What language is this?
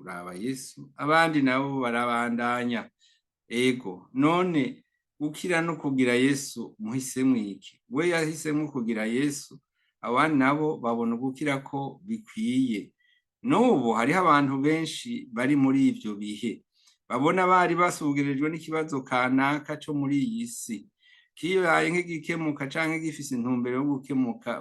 Rundi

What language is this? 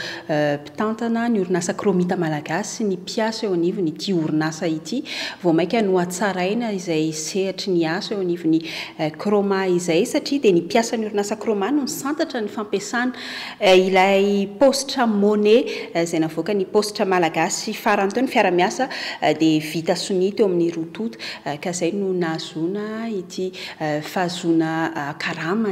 Malagasy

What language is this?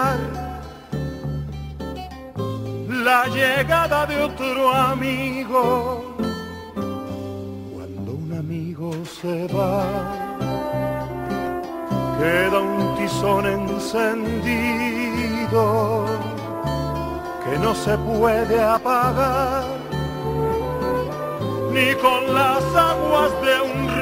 Spanish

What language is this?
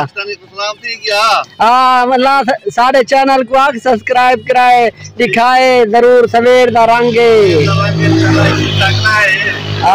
Saraiki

